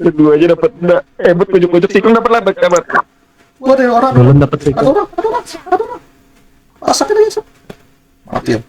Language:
Banjar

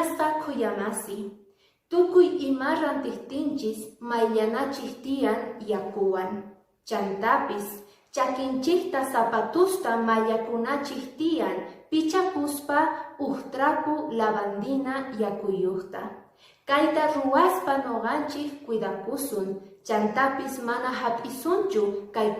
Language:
Quechua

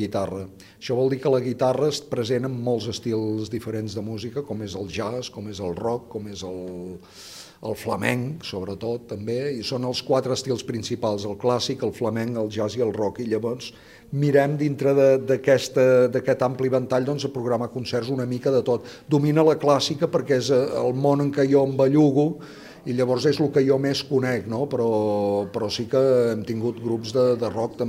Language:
Catalan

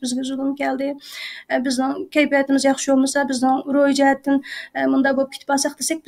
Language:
Uyghur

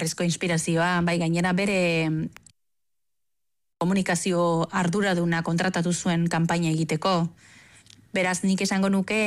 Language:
Basque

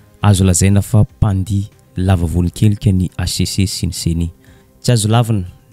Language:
Malagasy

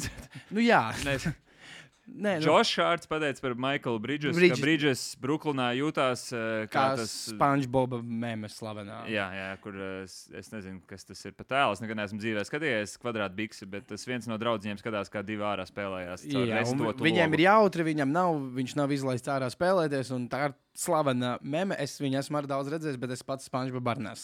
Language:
Latvian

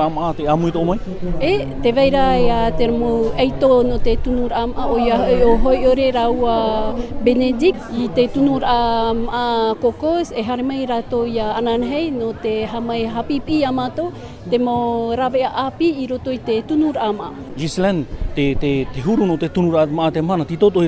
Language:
Tahitian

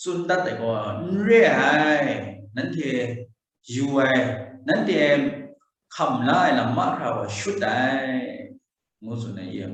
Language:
Kachin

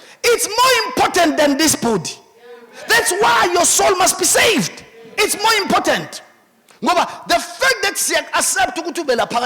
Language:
Zulu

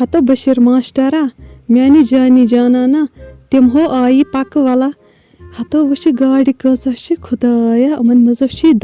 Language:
Kashmiri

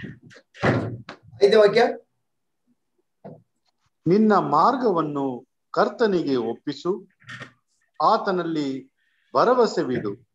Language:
Kannada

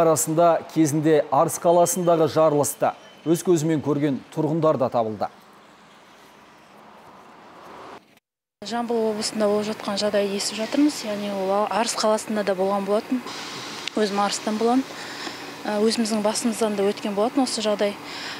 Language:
Kazakh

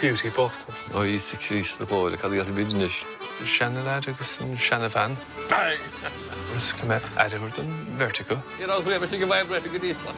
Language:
Irish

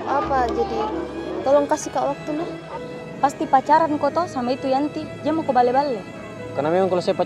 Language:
Makassar Malay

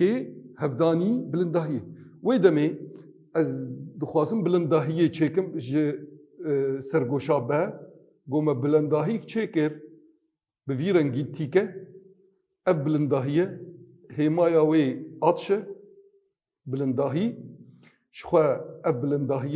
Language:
Kurdish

